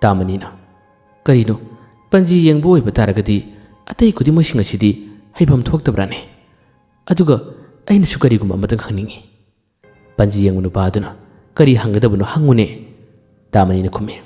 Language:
Manipuri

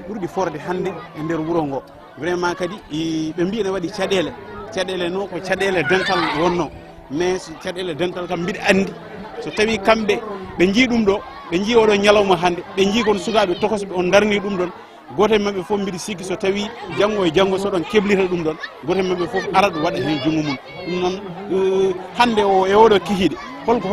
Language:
Fula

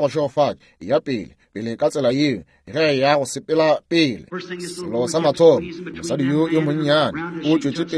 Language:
Northern Sotho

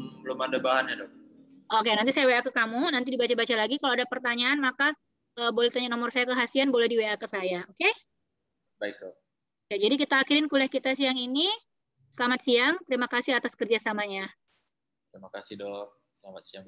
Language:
Indonesian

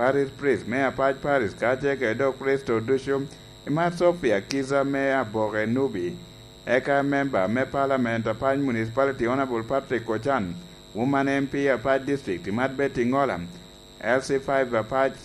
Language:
Lango (Uganda)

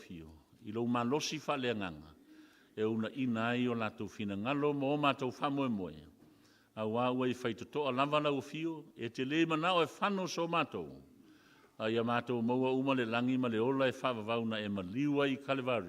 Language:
Samoan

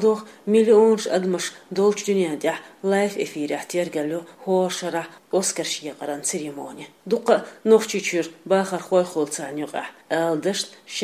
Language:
Chechen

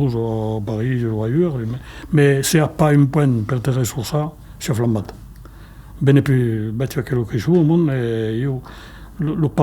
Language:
Occitan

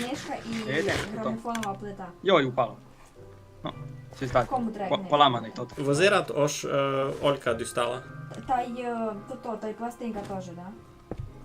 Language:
Rusyn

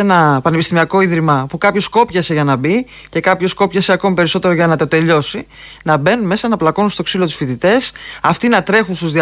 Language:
Greek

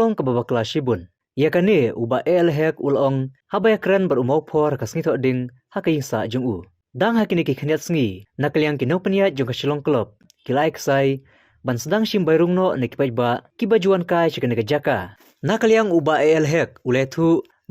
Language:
Khasi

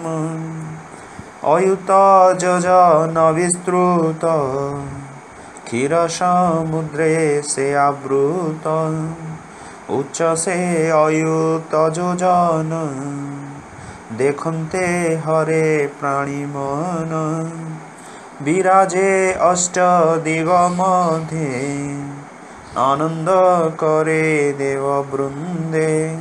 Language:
Odia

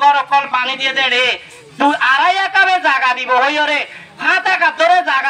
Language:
Rohingya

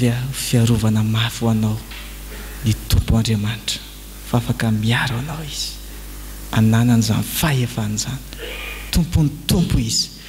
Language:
Malagasy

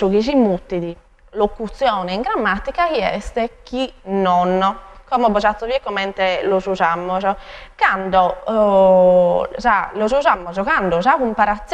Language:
Sardinian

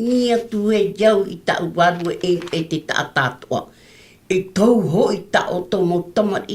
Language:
Tahitian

